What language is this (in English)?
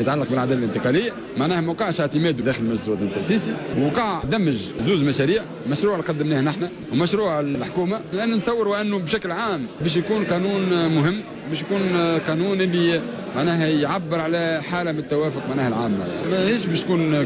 Tunisian Arabic